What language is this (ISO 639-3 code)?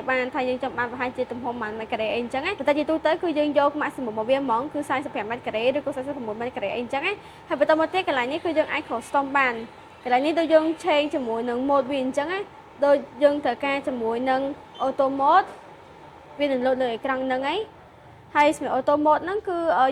khm